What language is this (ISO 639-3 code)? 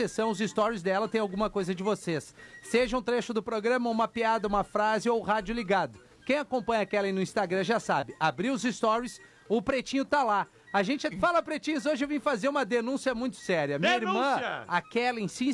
por